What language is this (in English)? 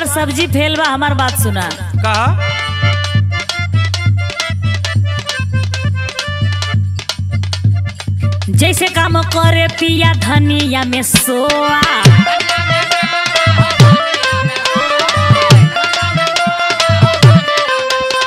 Bhojpuri